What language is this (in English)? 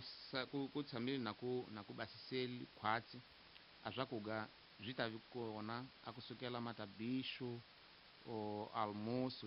Tsonga